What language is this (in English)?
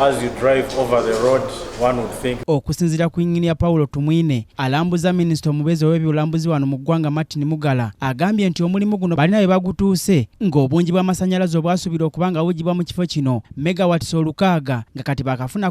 Ganda